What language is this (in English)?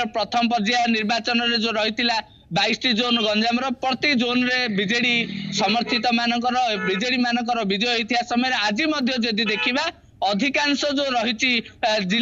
Odia